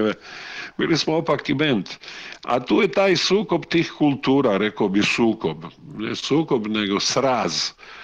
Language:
Croatian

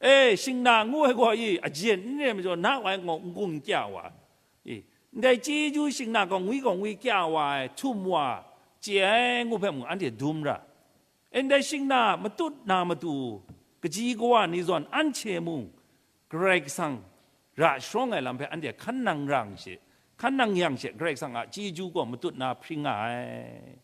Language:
Kachin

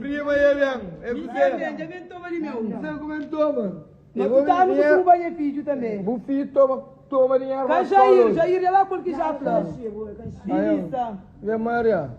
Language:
Kabuverdianu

